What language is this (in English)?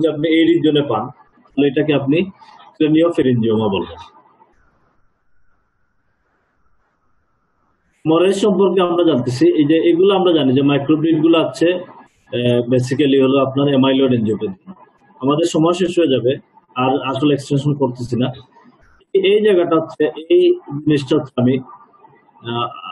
Bangla